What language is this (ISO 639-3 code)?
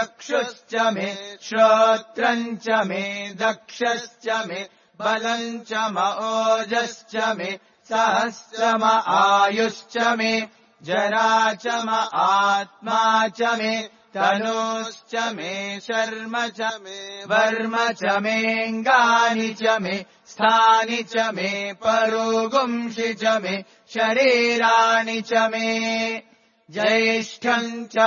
san